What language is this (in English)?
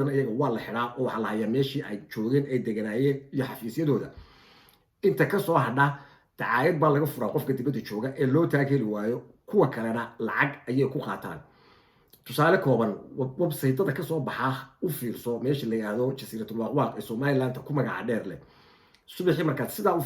Somali